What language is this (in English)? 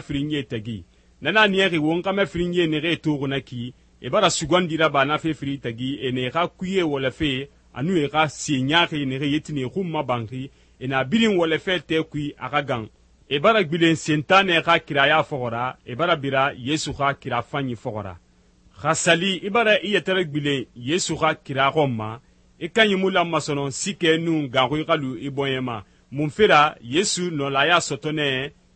Susu